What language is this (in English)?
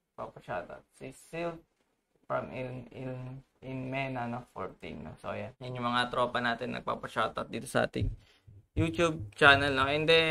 Filipino